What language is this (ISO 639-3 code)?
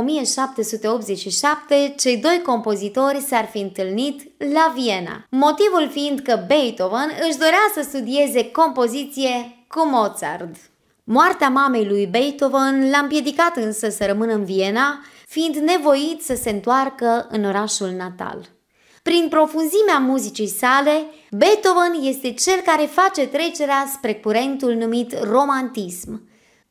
ron